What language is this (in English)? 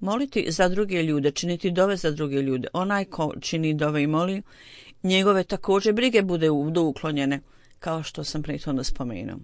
Bosnian